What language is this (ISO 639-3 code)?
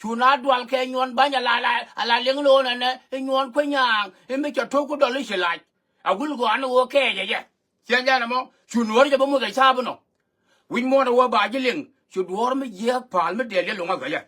nus